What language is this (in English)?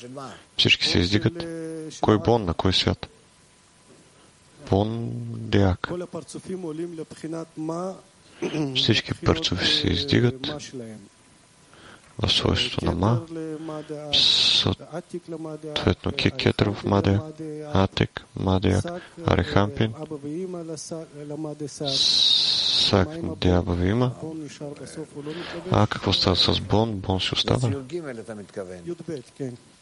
Bulgarian